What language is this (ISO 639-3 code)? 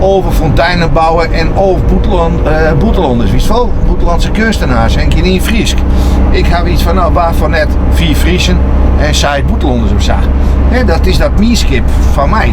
fry